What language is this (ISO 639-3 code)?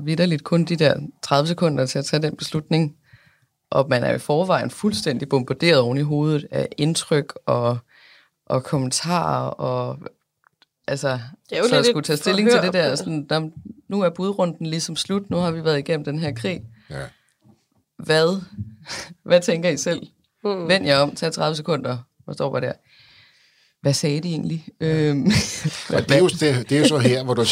dan